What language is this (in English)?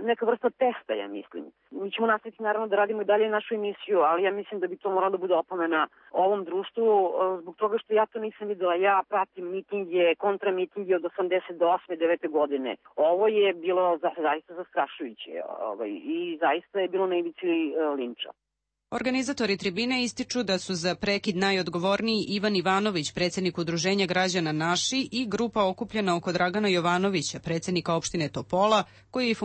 Serbian